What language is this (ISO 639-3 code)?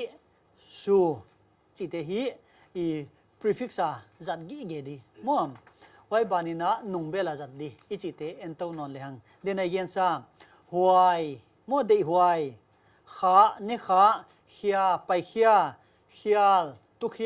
pck